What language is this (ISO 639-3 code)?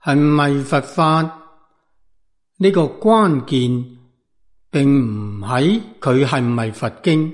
yue